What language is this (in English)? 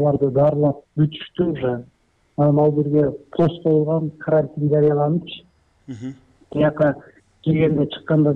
Kyrgyz